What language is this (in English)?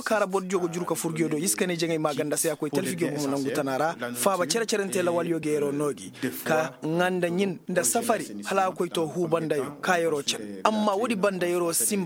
Koyraboro Senni